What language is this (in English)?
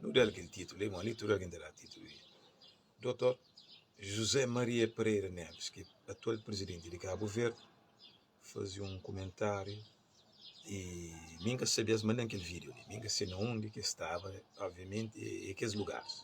Kabuverdianu